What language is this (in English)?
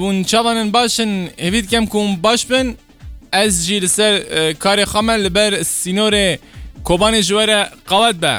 Kurdish